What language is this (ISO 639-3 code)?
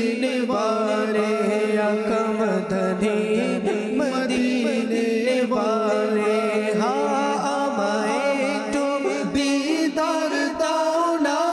ben